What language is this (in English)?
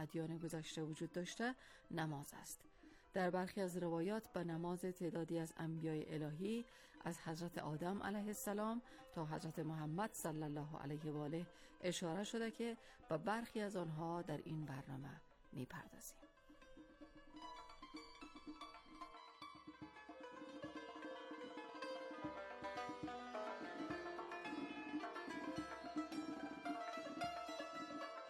Persian